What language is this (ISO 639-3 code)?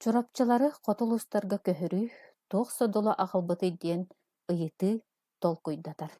sah